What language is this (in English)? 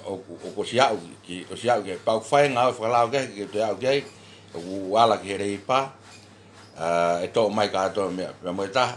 Tongan